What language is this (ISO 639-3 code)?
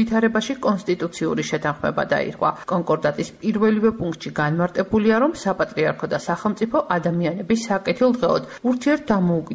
kat